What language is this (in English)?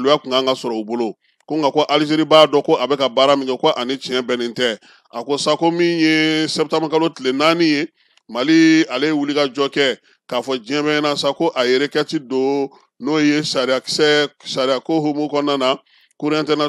Bambara